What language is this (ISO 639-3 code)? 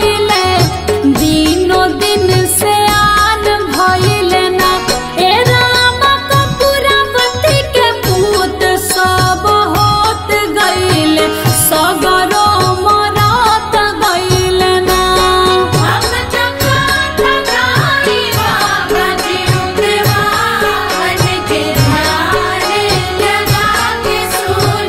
bho